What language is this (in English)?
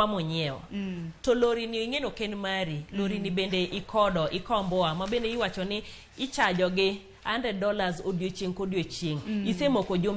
Luo (Kenya and Tanzania)